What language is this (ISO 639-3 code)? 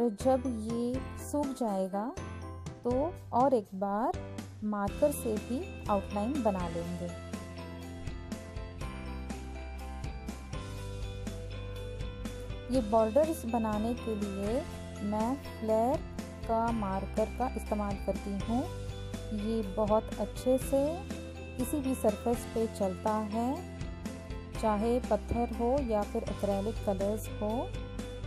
hin